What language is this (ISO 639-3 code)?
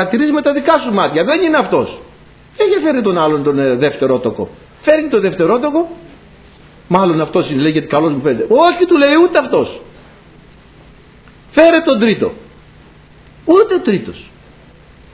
ell